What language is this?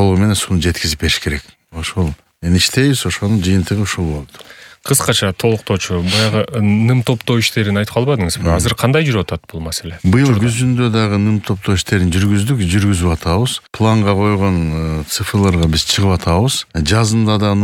Kyrgyz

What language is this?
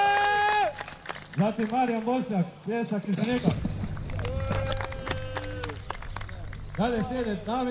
Croatian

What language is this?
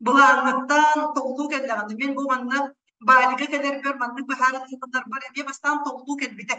Yakut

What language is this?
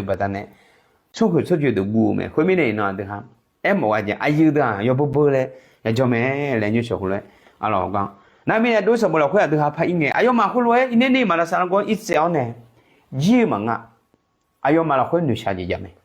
Akha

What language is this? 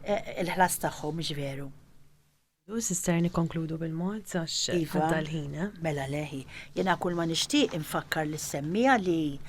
Maltese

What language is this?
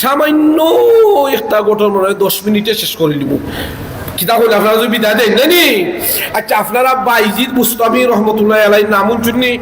Sylheti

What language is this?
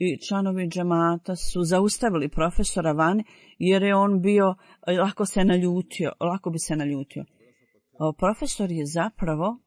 Bosnian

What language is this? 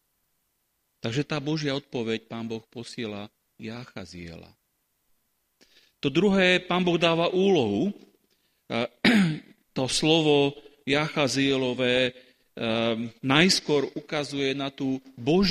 Slovak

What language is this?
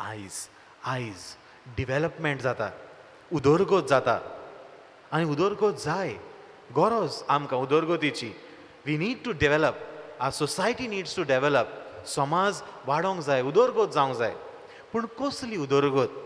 Konkani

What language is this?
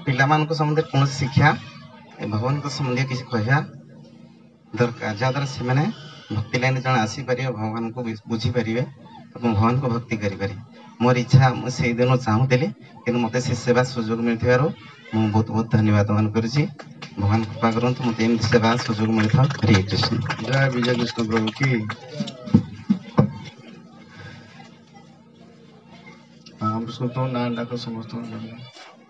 Odia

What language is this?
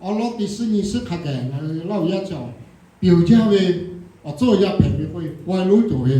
Lahu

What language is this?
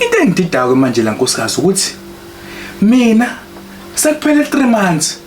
Zulu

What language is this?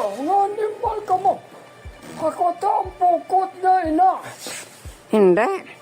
Hiligaynon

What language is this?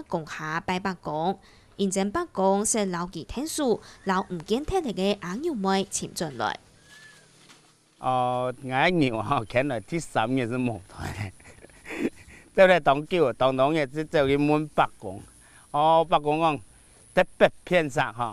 Hakka Chinese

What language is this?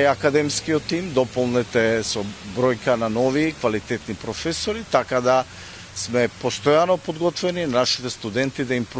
Macedonian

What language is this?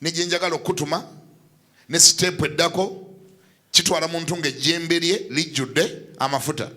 Ganda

